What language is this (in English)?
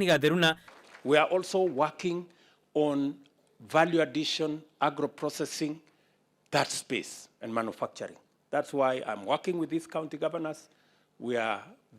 Gusii